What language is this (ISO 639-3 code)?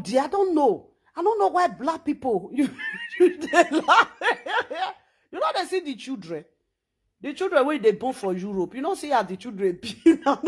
pcm